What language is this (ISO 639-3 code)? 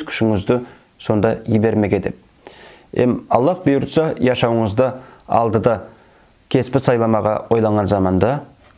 nog